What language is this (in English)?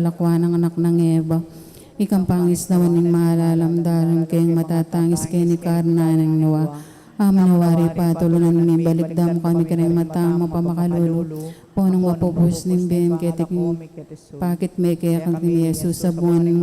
Pampanga